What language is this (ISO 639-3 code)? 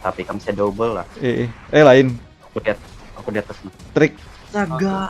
bjn